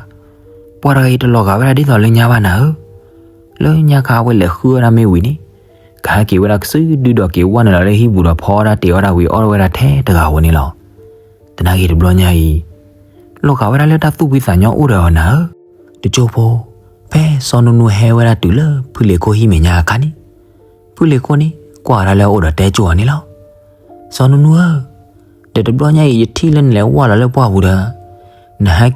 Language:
S'gaw Karen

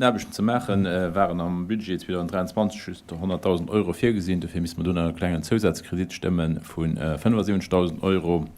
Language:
Luxembourgish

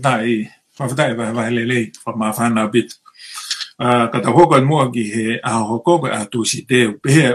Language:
Tongan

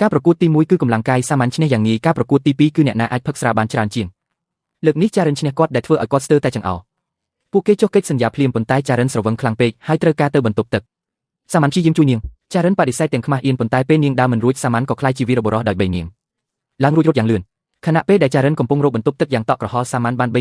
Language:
Khmer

